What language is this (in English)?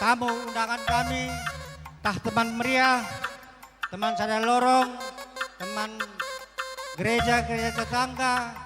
Batak Karo